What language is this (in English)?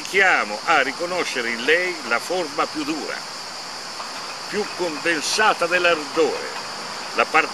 Italian